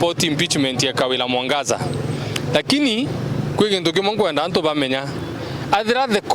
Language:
Meru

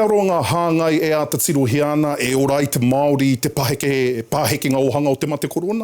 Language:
Māori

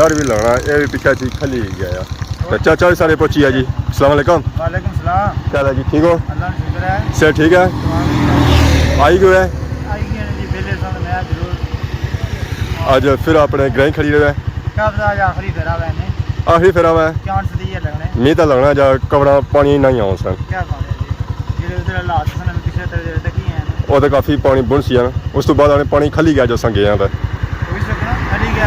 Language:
Pahari-Potwari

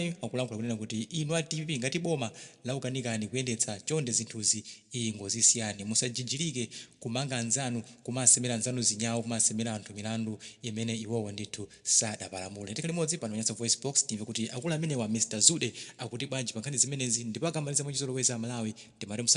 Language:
Nyanja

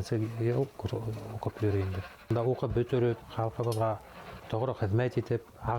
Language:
Bashkir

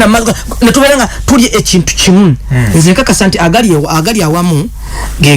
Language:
Ganda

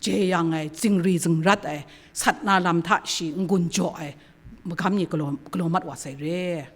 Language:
Kachin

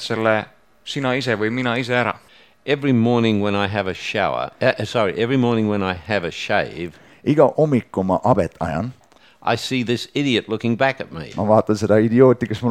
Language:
Estonian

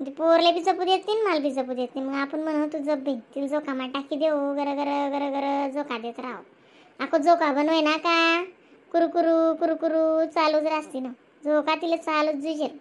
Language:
Khandesi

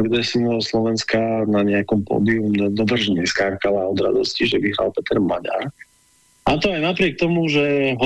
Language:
Slovak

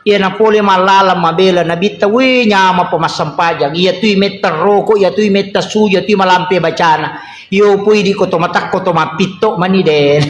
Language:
Buginese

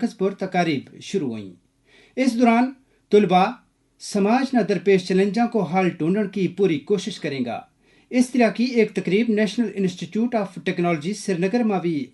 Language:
Gujari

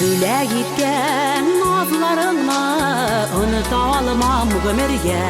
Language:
Tatar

